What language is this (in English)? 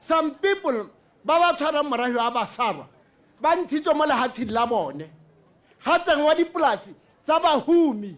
Tswana